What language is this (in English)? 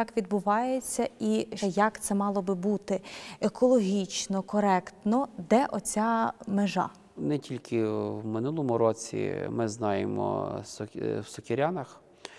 Ukrainian